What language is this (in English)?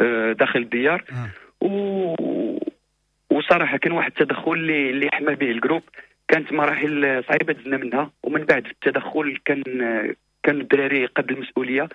Moroccan Arabic